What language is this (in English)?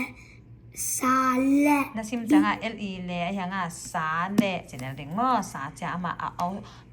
Tedim Chin